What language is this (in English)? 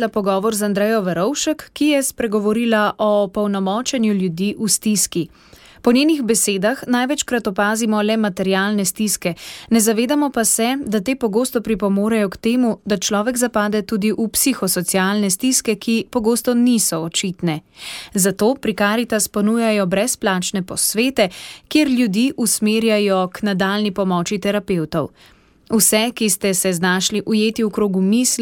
Slovenian